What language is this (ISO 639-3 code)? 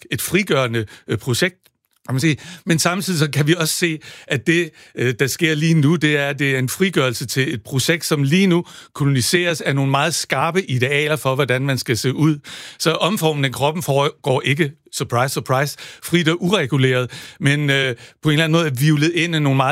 dan